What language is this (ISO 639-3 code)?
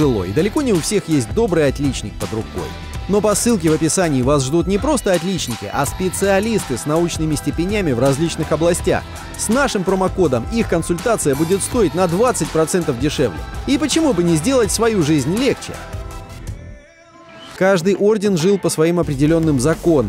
rus